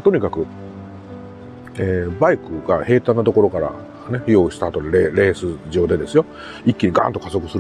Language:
Japanese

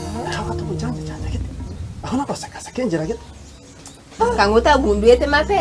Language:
Gusii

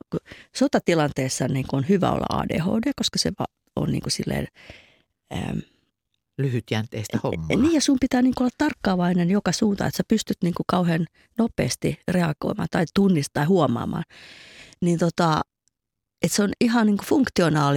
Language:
Finnish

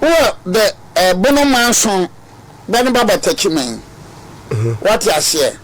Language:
Akan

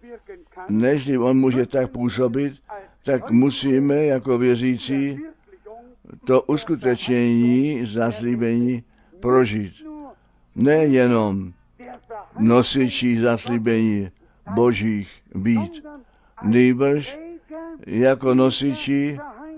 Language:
Czech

